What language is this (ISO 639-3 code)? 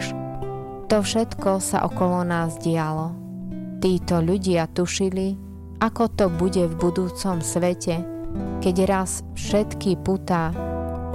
slk